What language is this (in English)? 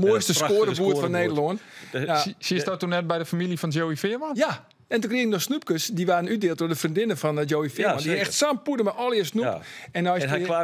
Western Frisian